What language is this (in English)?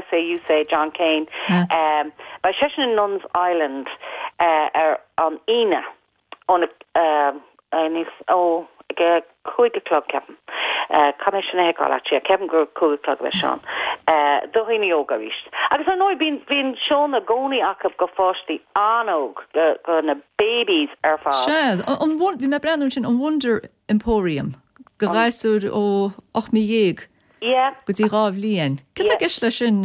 Irish